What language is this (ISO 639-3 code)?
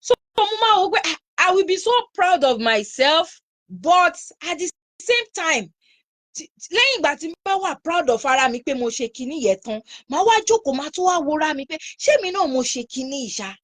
yor